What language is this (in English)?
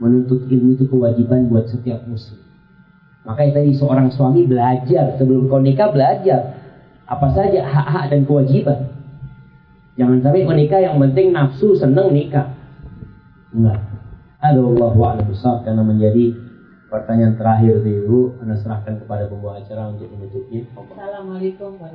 Indonesian